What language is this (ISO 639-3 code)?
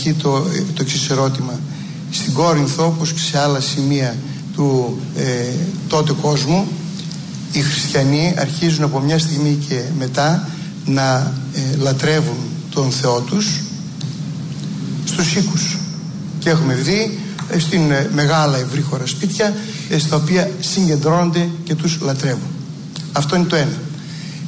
ell